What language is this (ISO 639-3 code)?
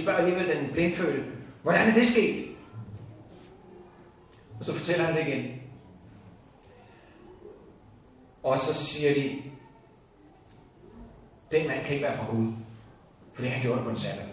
dan